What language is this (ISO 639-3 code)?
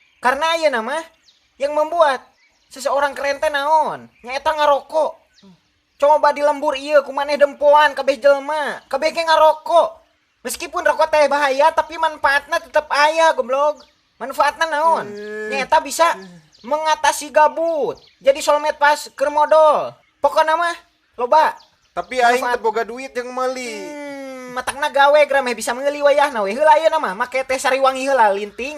sun